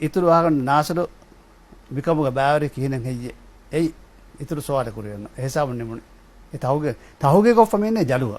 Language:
Divehi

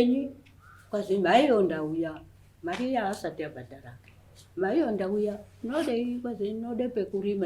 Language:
Shona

